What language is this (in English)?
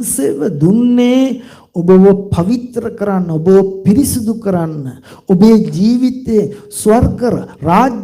Sinhala